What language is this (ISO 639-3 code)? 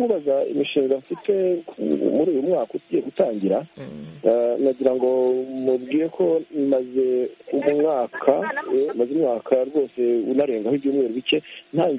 kin